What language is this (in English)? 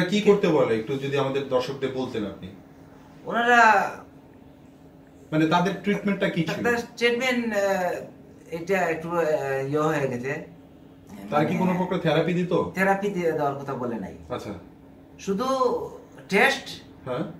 Bangla